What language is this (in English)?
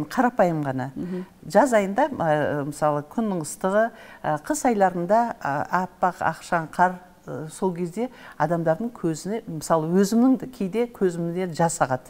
Kazakh